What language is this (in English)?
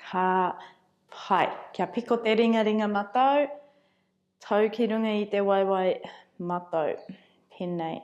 Māori